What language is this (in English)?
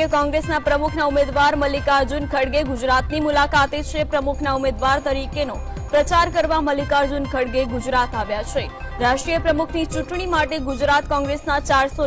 Gujarati